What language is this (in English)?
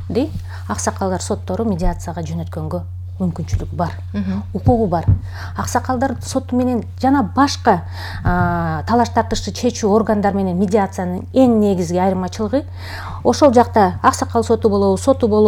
Kyrgyz